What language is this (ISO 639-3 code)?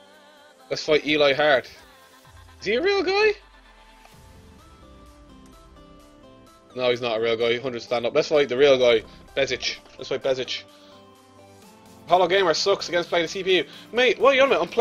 eng